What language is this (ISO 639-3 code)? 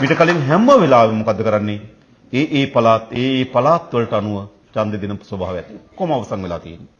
sin